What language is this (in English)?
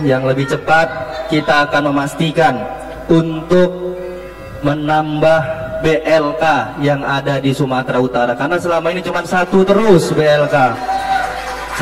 Indonesian